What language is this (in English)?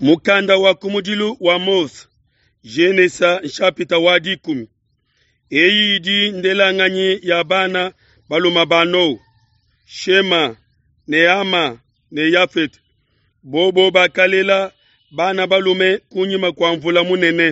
Luba-Lulua